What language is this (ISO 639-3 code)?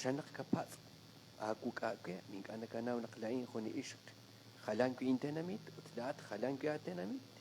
kek